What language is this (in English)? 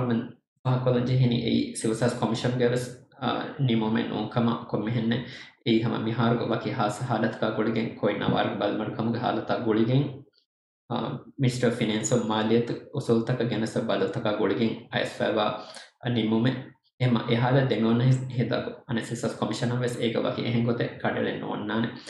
Divehi